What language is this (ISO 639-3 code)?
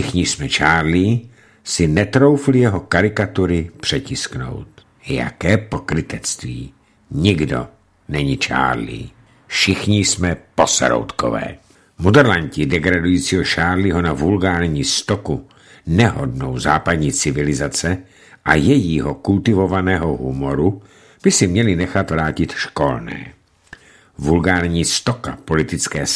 ces